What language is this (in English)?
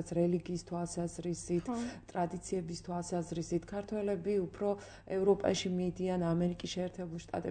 Georgian